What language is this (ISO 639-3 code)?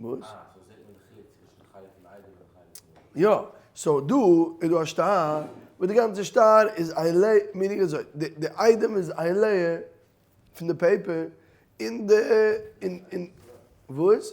yid